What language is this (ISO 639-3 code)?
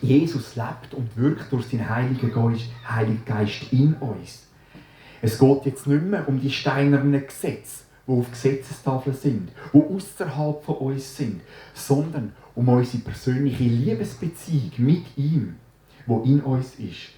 gsw